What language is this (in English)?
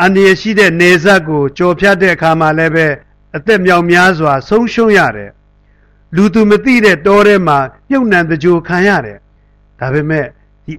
Burmese